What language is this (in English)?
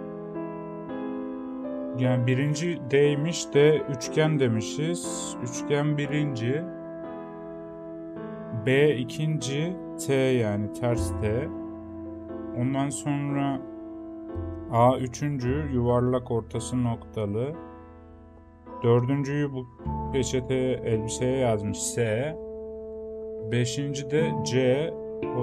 Turkish